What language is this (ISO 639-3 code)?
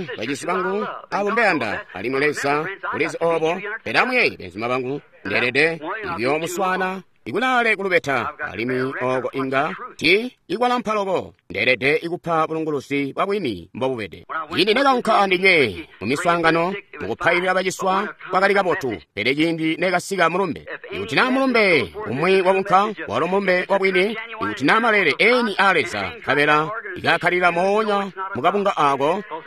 toi